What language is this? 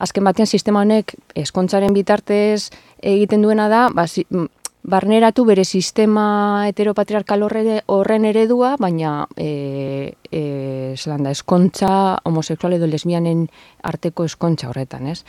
Basque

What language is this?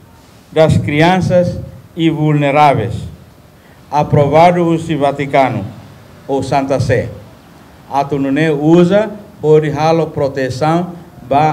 Tetum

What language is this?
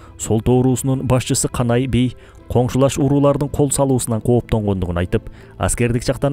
Kyrgyz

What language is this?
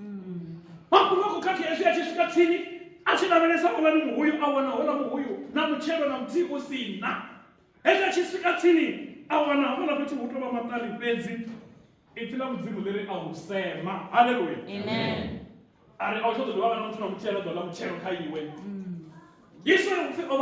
Venda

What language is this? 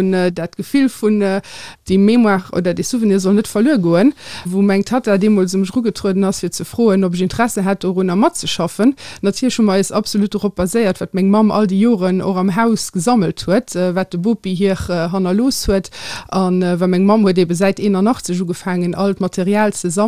Luxembourgish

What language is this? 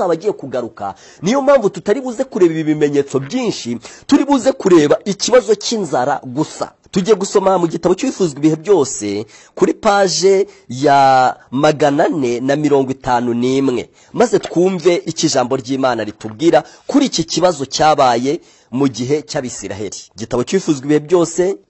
Kinyarwanda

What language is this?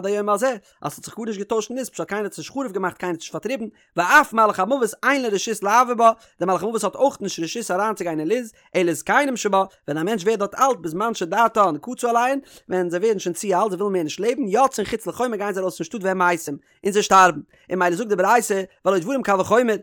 Yiddish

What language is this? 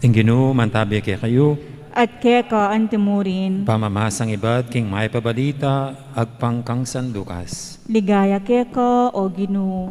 Pampanga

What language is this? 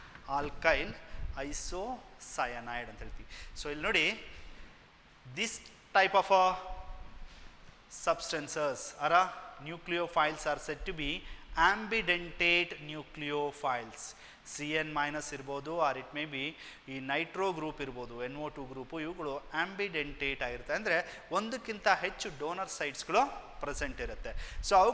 Kannada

